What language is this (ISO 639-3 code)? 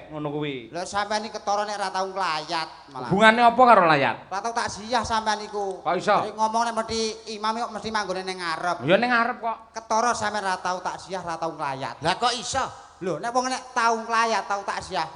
jav